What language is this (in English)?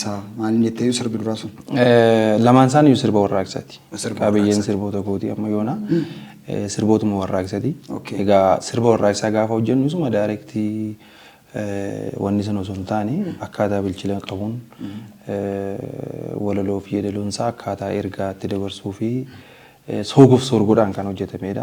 Oromo